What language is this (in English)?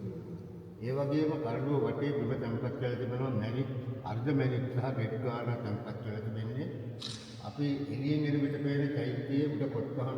Sinhala